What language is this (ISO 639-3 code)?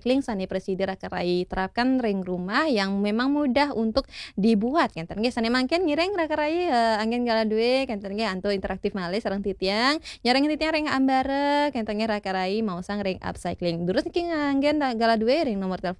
ban